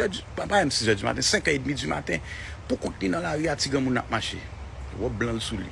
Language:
Haitian Creole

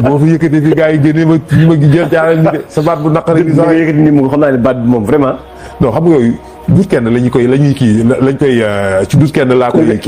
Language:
Wolof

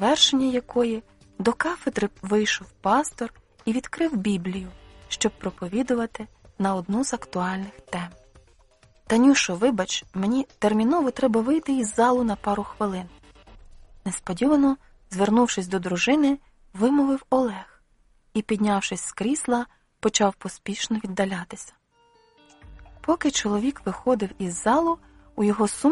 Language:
Ukrainian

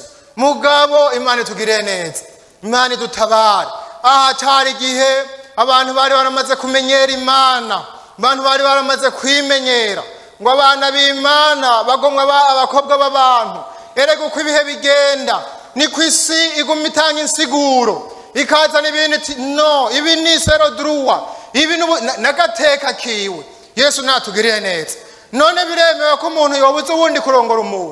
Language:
Rundi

